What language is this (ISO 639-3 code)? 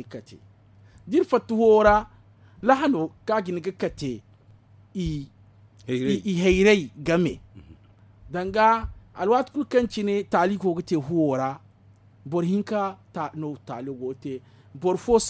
dje